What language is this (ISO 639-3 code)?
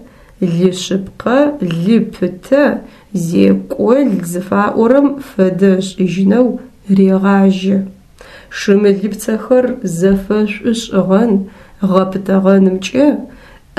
ady